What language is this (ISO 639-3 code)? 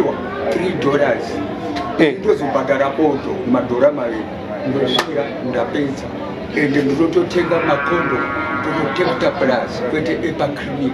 sna